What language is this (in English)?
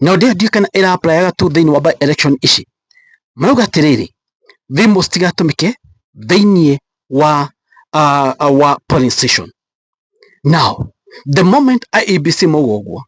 Kikuyu